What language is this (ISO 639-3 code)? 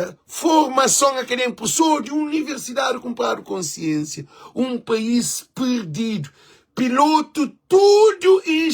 kea